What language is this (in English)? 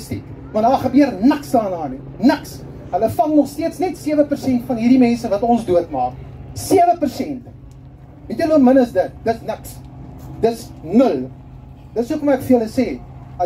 Afrikaans